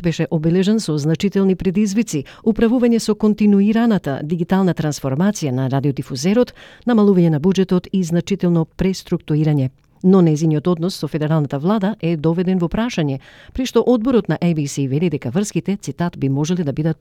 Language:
Macedonian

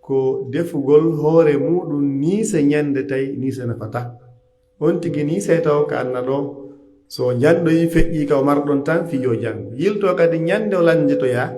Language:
Pular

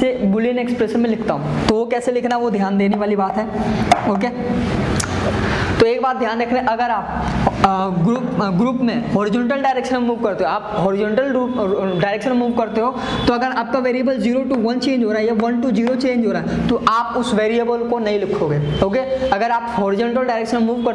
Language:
Hindi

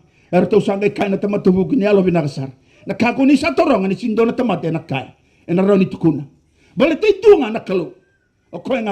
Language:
Fijian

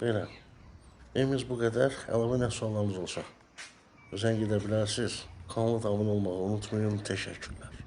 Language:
Azerbaijani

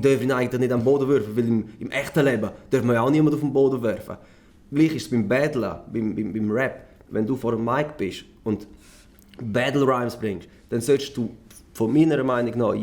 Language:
Swiss German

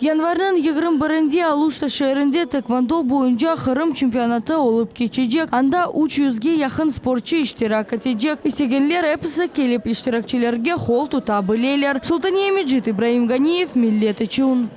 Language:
Crimean Tatar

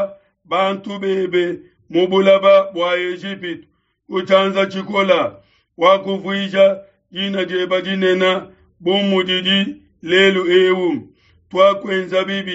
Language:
Luba-Lulua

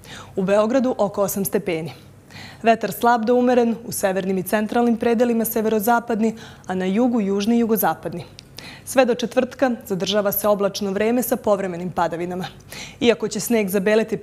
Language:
Serbian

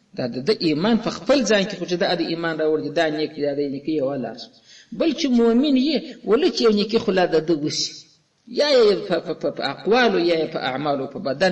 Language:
Pashto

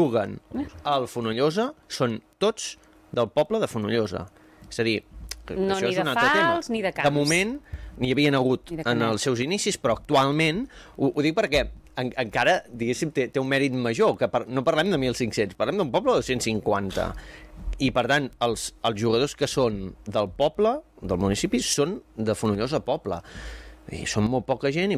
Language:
Catalan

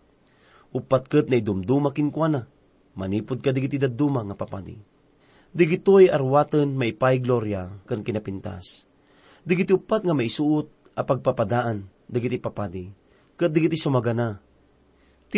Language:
Iloko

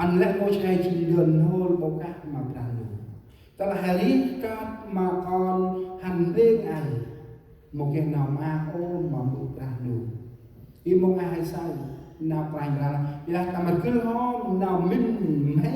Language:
Central Mnong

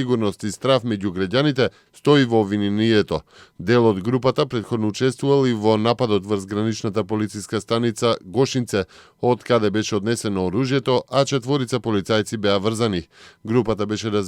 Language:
Macedonian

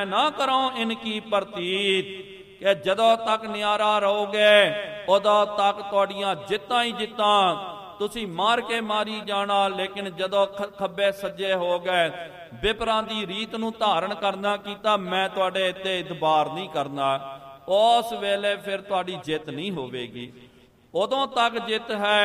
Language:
Punjabi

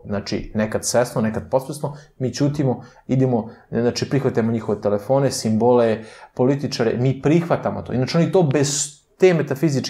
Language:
Serbian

